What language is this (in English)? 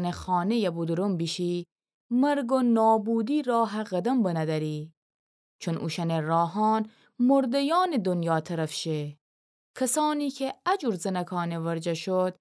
Gilaki